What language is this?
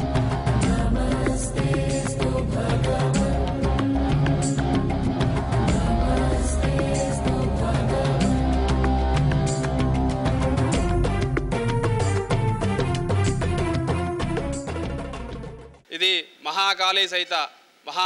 Telugu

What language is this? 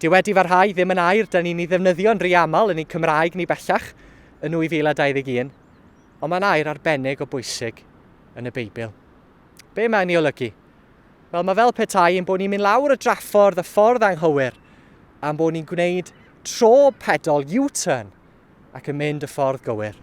Welsh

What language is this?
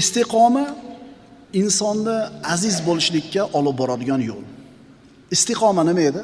Uzbek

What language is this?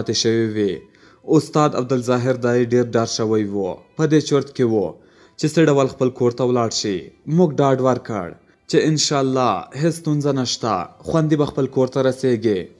Pashto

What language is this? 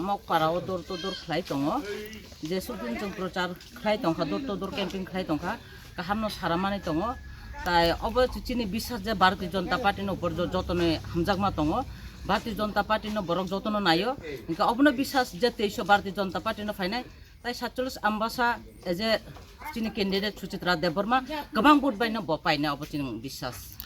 Kok Borok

